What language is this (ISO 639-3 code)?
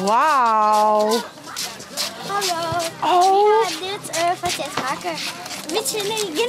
fry